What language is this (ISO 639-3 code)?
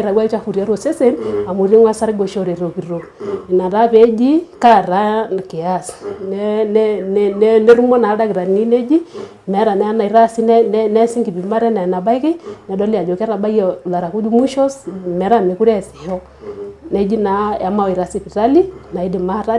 mas